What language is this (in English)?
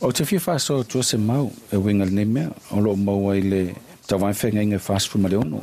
Samoan